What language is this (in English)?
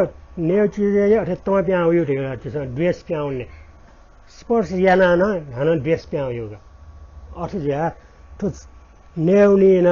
Newari